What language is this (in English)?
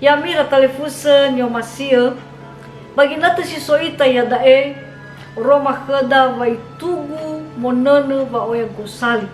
Nias